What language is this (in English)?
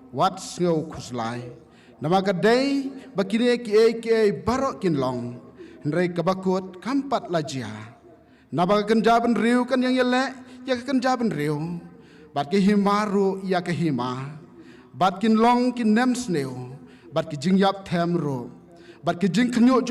Khasi